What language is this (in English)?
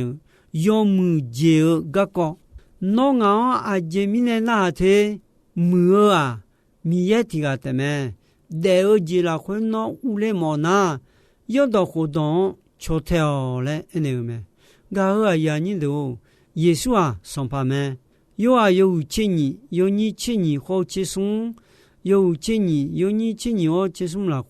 Akha